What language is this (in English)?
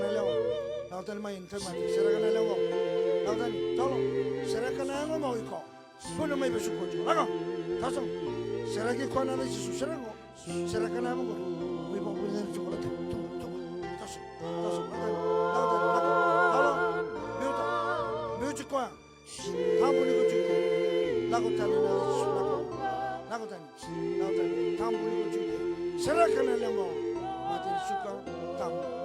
Fijian